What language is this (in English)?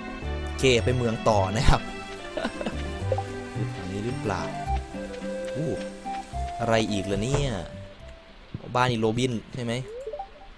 Thai